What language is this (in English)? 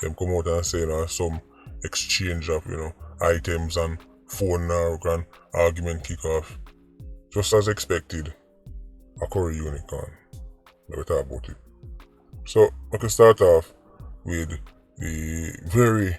Jamaican Creole English